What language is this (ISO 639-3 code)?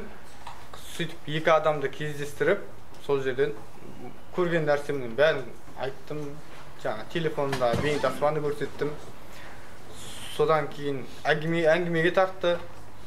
kaz